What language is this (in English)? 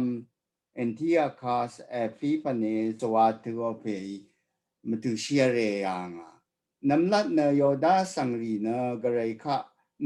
Rawang